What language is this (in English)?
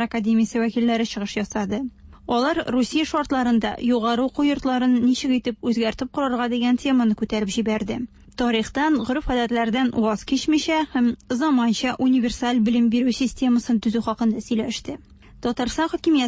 Tatar